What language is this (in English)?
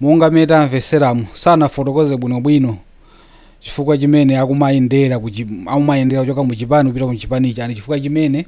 Nyanja